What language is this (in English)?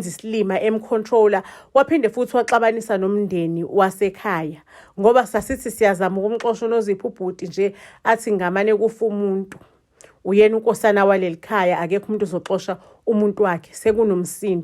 Zulu